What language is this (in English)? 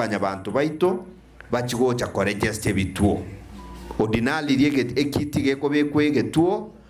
Gusii